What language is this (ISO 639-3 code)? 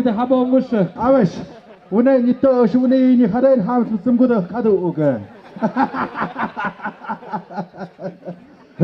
mxp